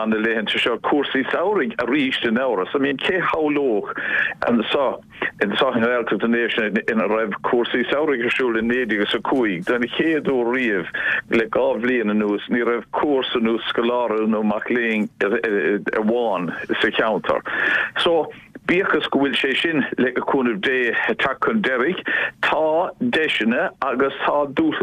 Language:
Irish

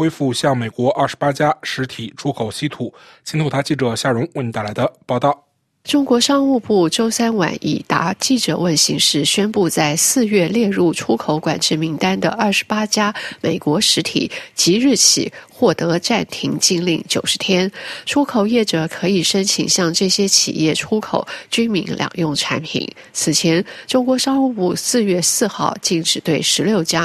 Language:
Chinese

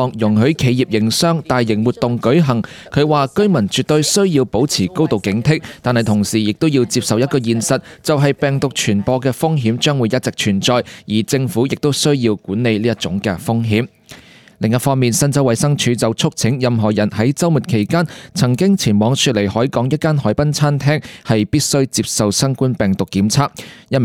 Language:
Cantonese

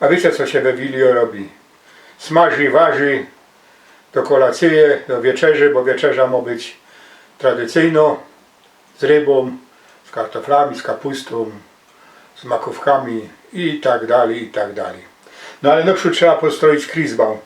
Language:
Silesian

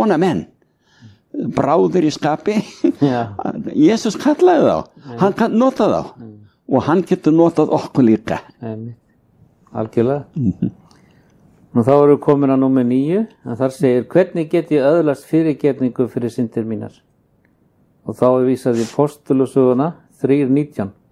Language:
Icelandic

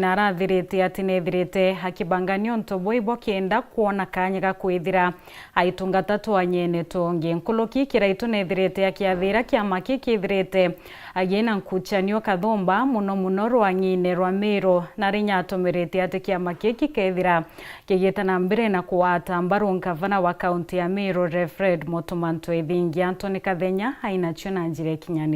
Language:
Meru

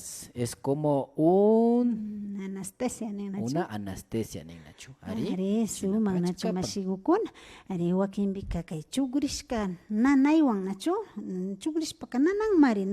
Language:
Imbabura Highland Quichua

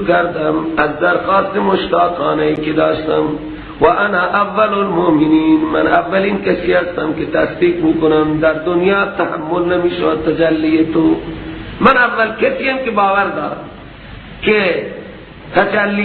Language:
Persian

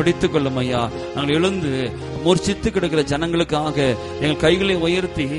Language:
Tamil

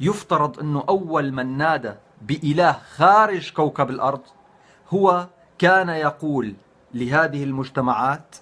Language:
North Levantine Arabic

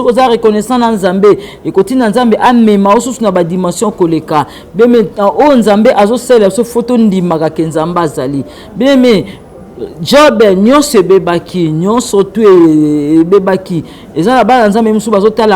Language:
Lingala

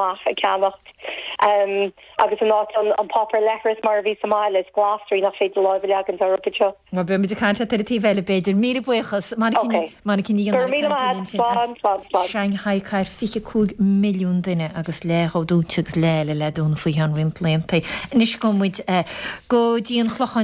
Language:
Irish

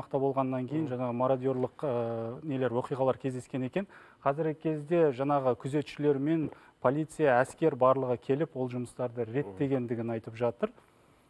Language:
Kazakh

